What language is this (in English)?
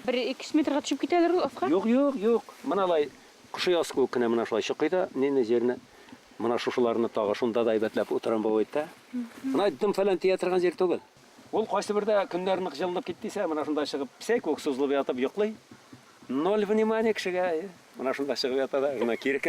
Bashkir